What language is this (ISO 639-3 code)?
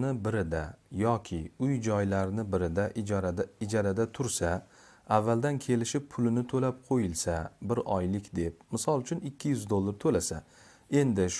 uzb